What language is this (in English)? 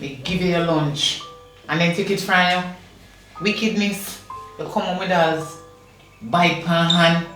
Jamaican Creole English